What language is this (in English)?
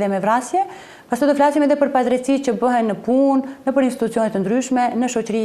Albanian